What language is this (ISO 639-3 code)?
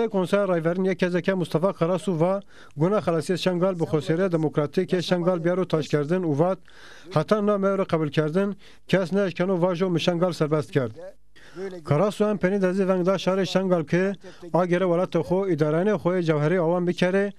zza